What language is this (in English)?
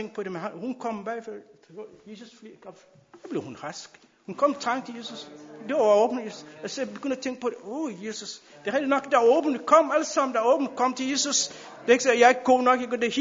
Danish